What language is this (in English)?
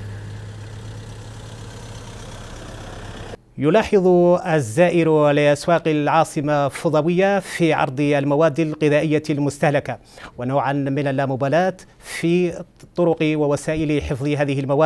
Arabic